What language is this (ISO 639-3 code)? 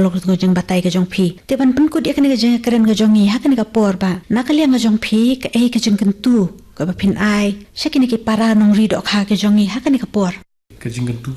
kha